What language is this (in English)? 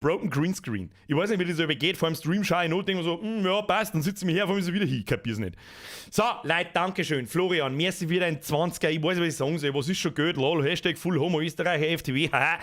Bavarian